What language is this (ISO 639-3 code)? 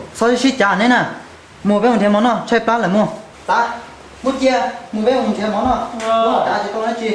hmn